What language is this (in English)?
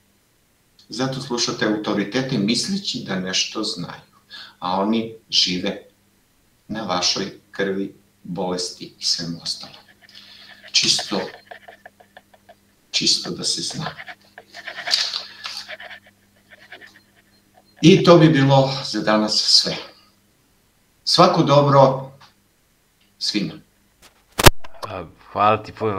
Serbian